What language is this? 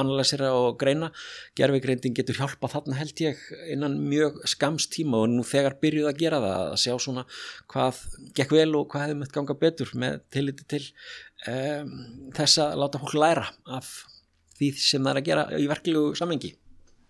Icelandic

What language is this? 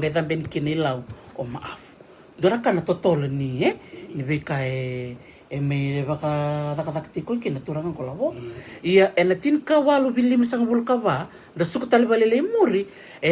Fijian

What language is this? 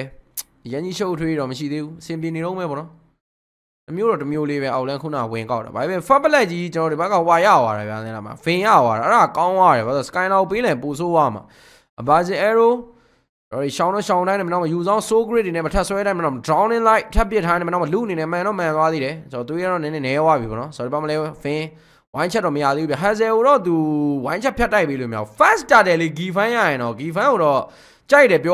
Burmese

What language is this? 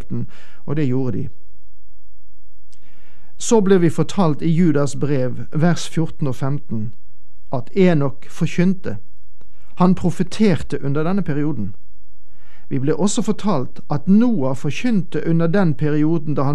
Norwegian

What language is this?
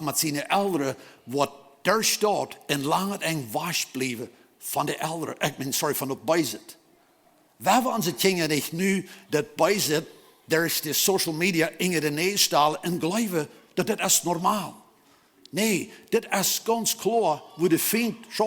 Plautdietsch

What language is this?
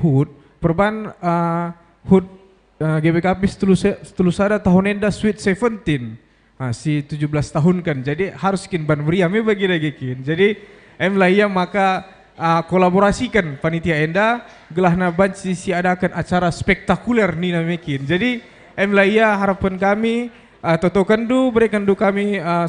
Batak Karo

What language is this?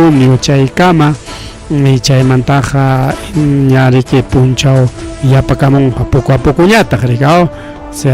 Ayacucho Quechua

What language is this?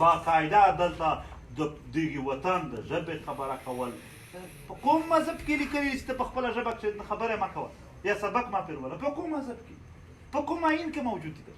Pashto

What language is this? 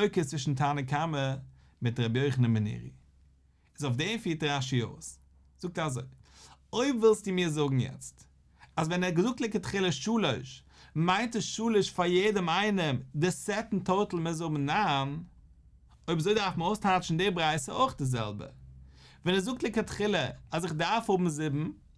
Yiddish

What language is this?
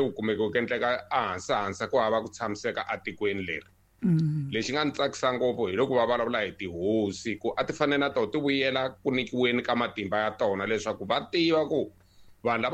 Tsonga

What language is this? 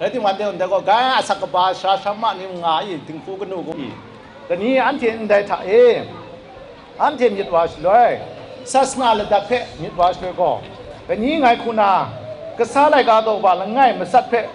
Kachin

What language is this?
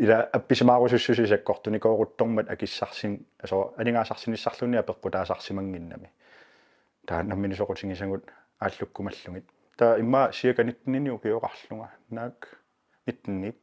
Kalaallisut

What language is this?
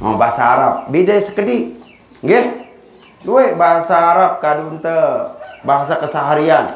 Sasak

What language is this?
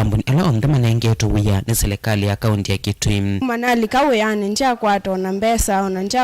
Kamba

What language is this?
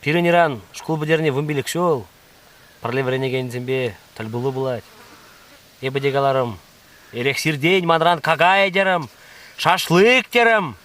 Chuvash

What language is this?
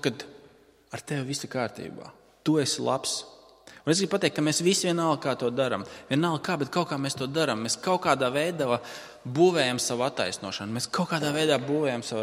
Latvian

